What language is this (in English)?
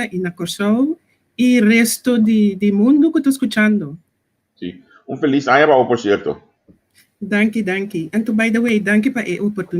Papiamento